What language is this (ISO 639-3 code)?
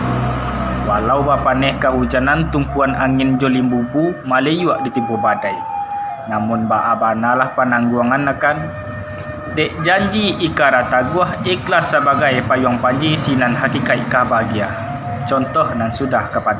min